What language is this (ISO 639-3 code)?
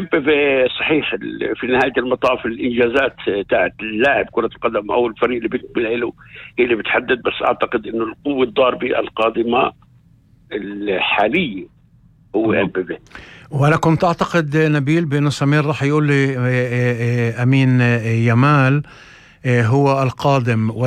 apc